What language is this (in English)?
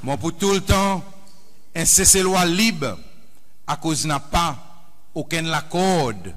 Seselwa Creole French